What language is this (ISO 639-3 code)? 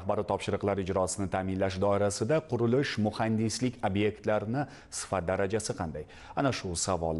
uzb